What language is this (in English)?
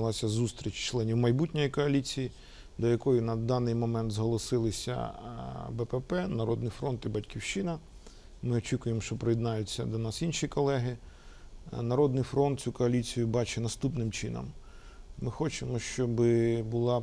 Ukrainian